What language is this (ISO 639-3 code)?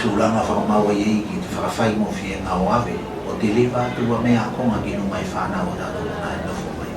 tvl